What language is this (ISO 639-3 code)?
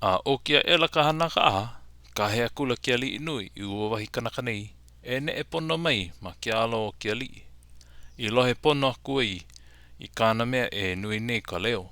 haw